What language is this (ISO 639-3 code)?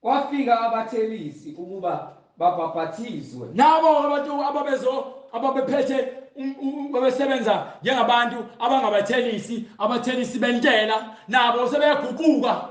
zul